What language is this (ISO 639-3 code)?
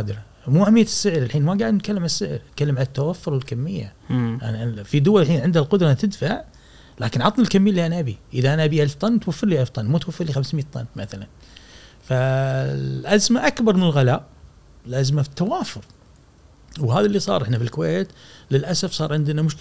afb